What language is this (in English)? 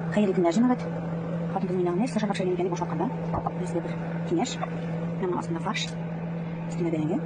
Tatar